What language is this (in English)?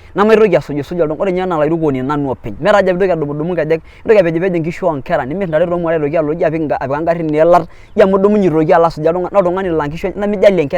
Masai